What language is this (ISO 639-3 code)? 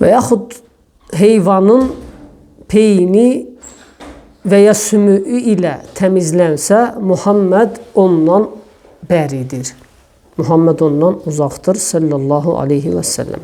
aze